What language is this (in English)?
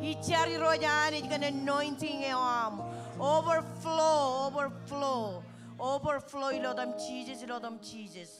Marshallese